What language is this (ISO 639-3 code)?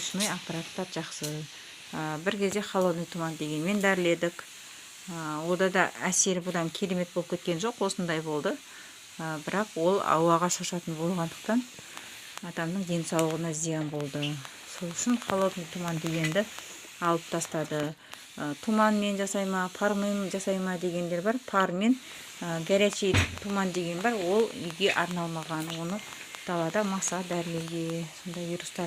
kaz